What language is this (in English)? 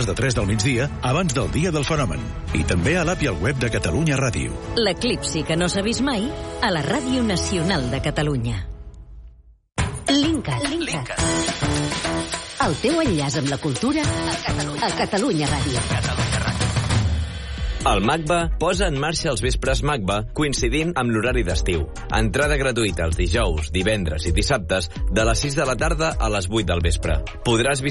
Catalan